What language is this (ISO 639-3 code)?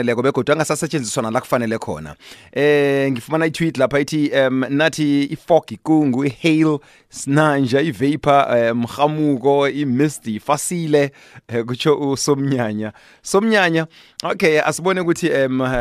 nbl